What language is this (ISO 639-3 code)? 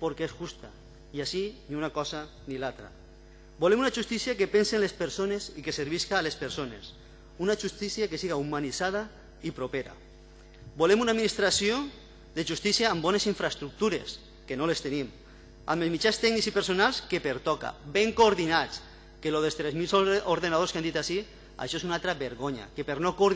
cat